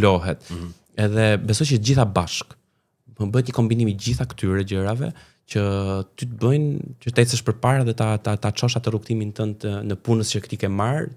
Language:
Albanian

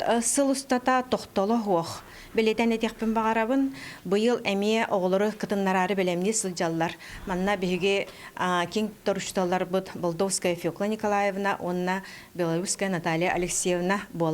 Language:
Yakut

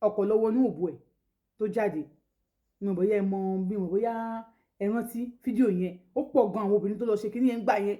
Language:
Yoruba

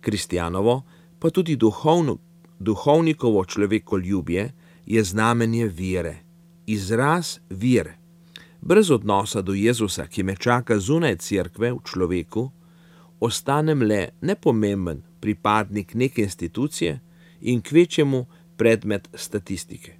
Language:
Slovenian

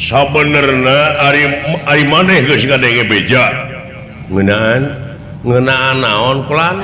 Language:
Sundanese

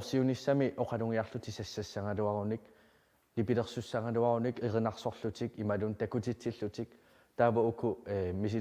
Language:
Kalaallisut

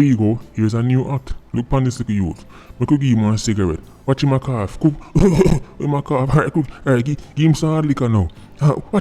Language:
Jamaican Creole English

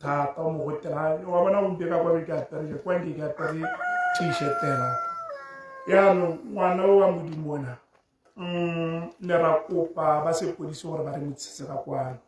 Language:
Tswana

